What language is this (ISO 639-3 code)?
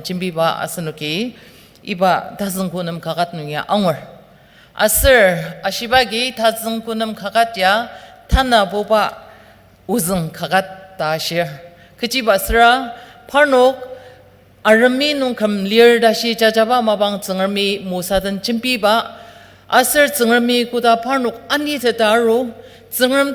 njo